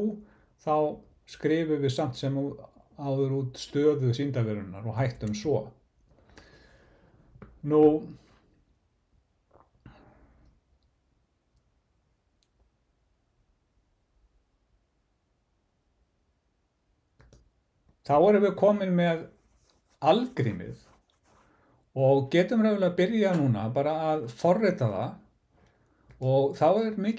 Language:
Icelandic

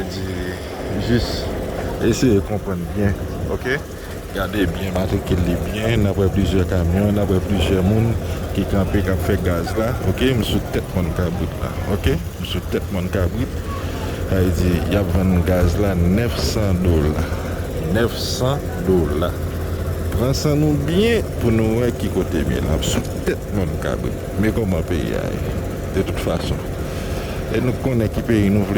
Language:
Haitian Creole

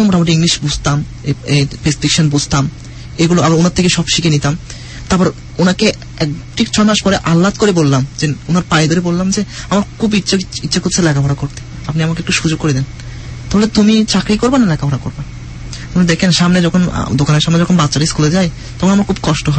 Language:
Bangla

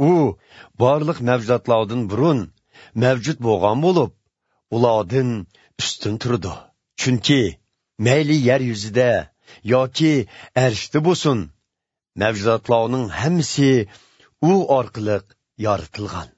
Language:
Uyghur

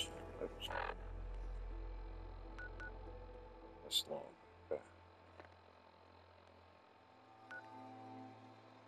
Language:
English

